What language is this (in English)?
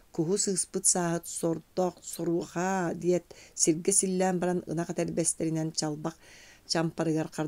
Yakut